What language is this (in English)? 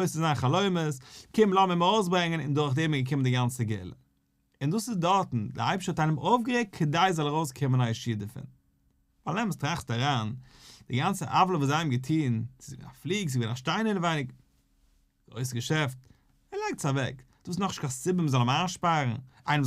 Yiddish